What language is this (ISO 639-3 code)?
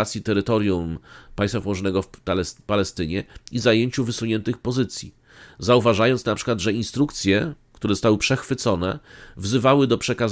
pol